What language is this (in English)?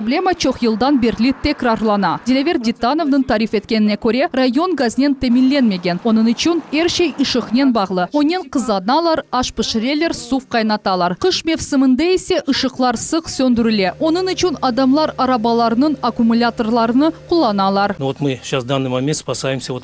Crimean Tatar